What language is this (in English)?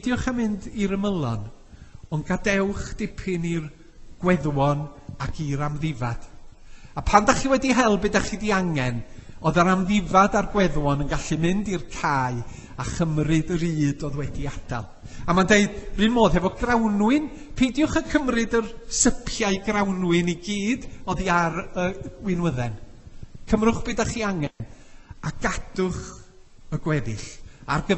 Welsh